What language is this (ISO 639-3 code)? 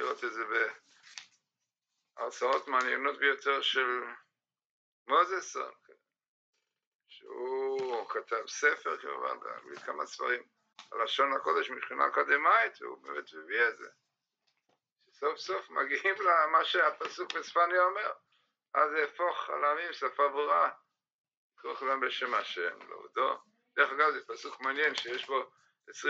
heb